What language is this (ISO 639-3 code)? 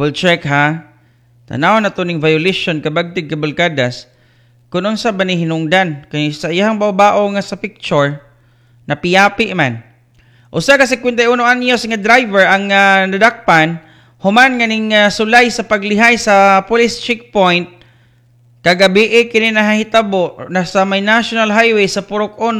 ceb